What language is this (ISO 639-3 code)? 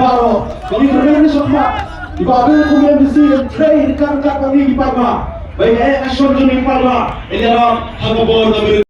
kha